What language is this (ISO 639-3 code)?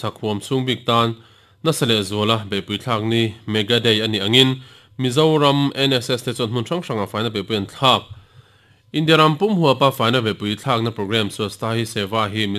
lus